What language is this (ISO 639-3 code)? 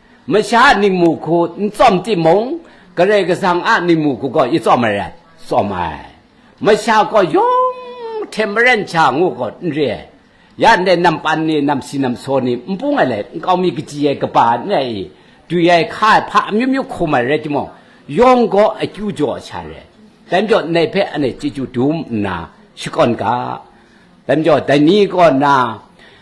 kac